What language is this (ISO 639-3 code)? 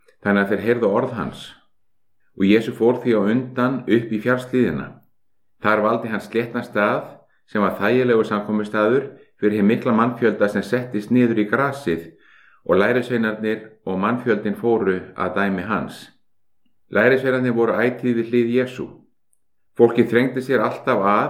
isl